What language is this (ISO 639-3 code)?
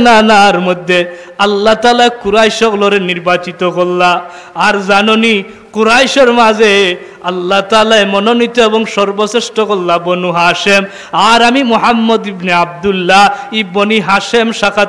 syl